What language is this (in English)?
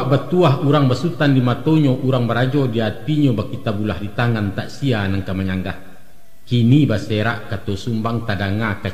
Minangkabau